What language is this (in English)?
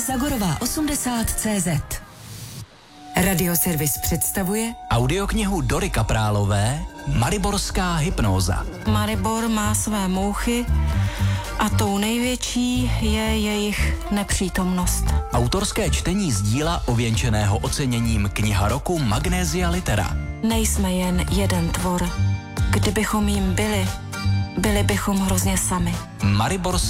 Czech